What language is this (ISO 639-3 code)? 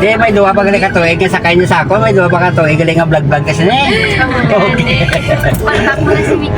hil